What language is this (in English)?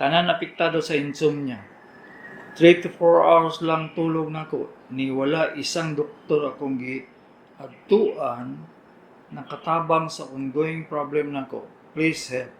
Cebuano